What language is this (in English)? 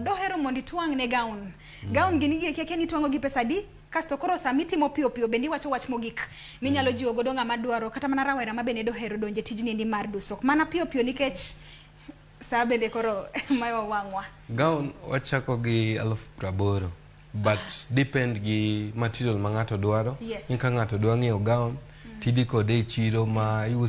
Luo (Kenya and Tanzania)